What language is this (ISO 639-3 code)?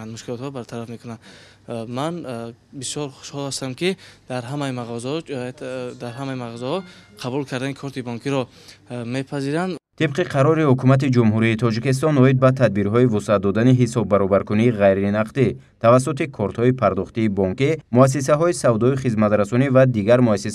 tgk